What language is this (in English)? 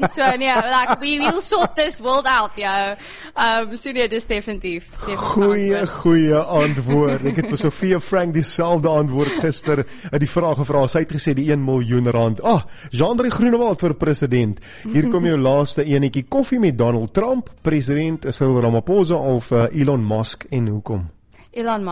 Afrikaans